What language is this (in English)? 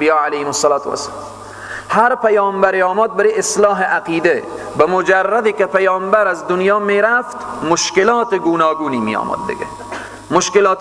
Persian